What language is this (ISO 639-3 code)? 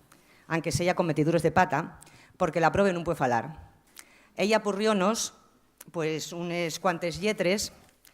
ast